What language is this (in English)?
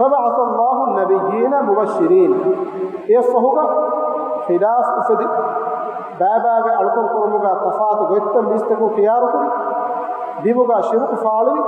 Divehi